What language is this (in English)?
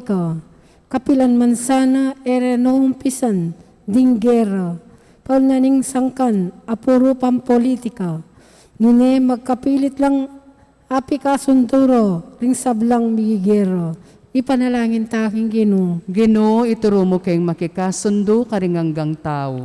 Pampanga